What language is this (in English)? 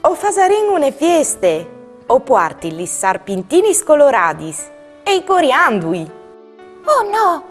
Friulian